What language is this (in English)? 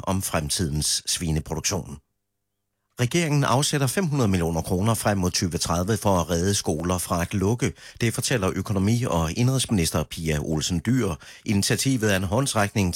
Danish